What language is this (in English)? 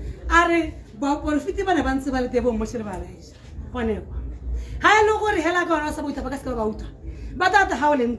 Tswana